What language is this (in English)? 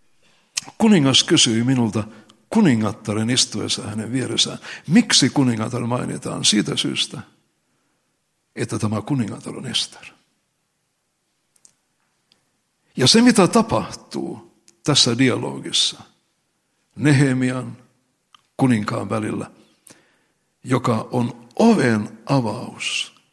Finnish